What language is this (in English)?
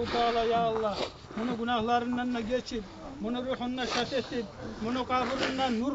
Kumyk